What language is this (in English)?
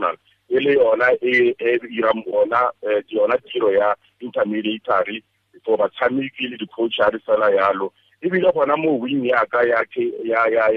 Tswana